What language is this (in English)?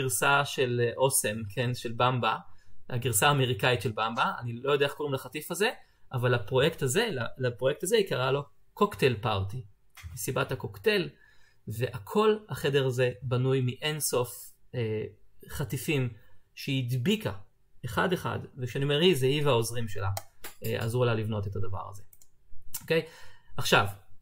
Hebrew